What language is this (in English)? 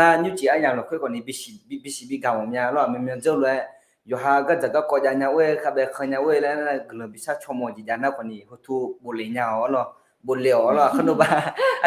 Akha